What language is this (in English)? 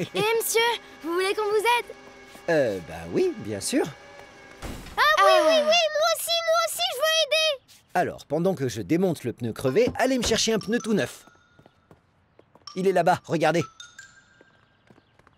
French